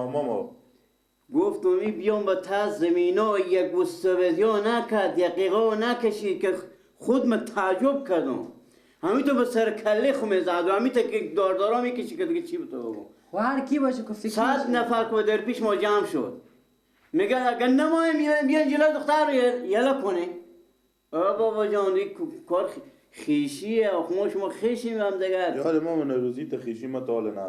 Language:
Persian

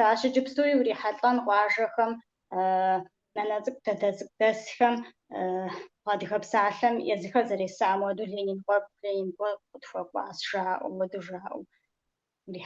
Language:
Kabardian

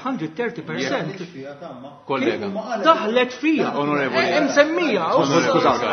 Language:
Maltese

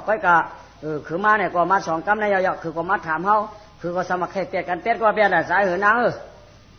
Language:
Shan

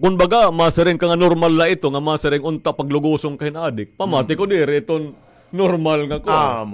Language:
Waray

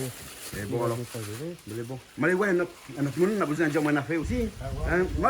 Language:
Réunion Creole French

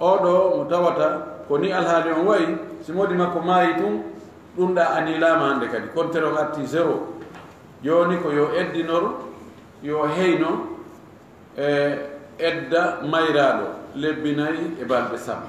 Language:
Fula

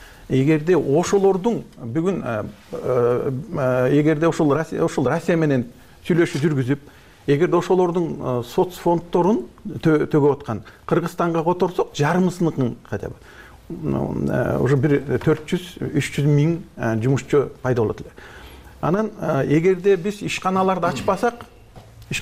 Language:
Kyrgyz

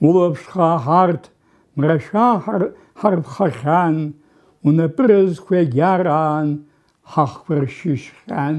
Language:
Abkhazian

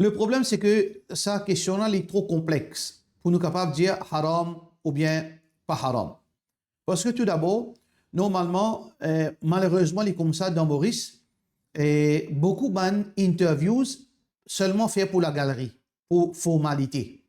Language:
Morisyen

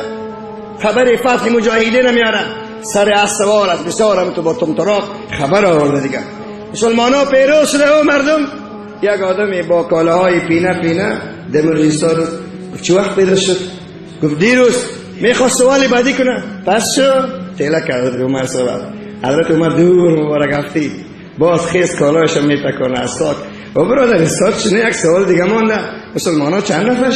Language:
Persian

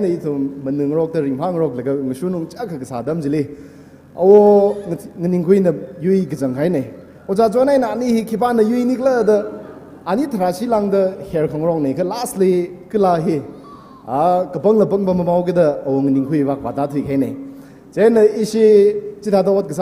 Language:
Tangkhul Naga (India)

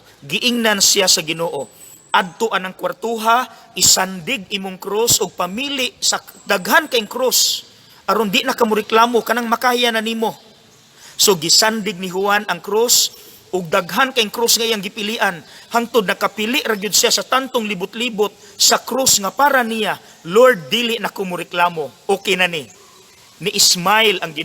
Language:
Cebuano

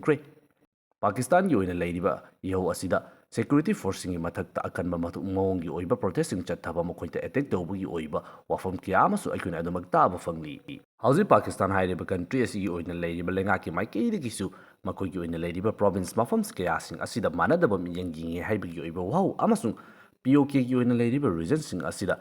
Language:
Manipuri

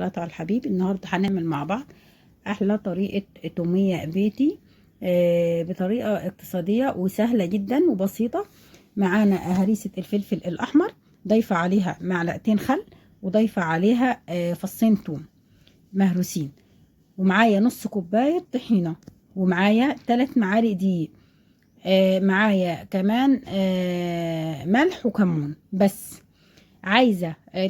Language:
Egyptian Arabic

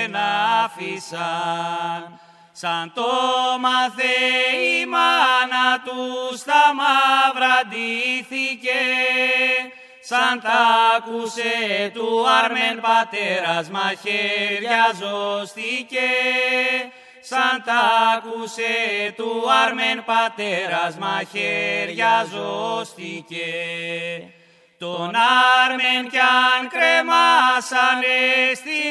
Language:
Greek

